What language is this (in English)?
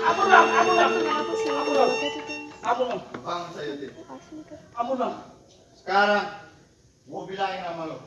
Betawi